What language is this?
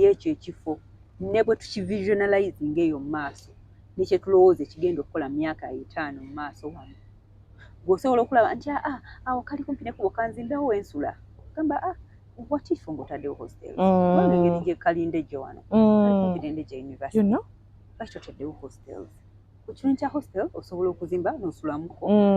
Ganda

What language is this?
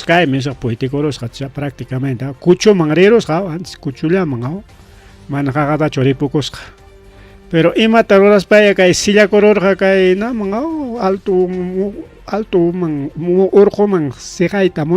Ayacucho Quechua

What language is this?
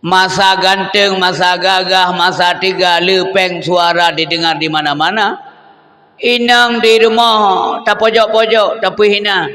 Achinese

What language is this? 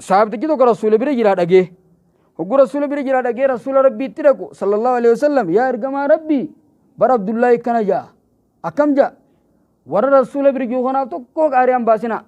Oromo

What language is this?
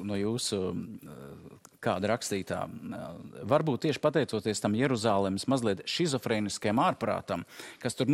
Latvian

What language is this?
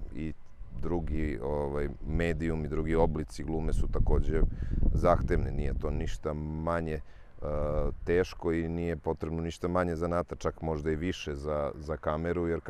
Serbian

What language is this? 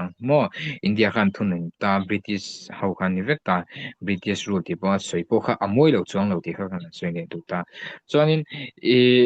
Mizo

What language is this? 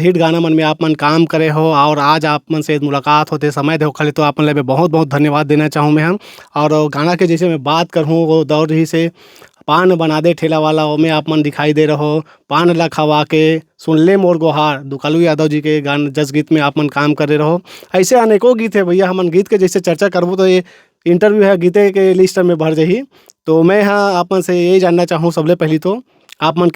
Chhattisgarhi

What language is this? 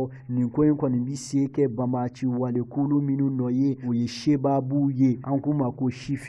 Bambara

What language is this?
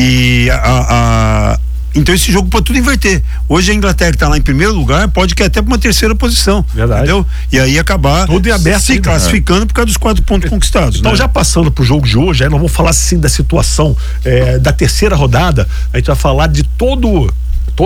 Portuguese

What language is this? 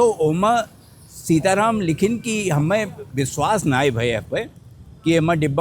Awadhi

